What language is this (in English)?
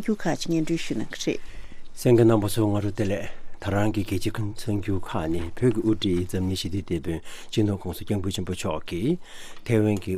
Tibetan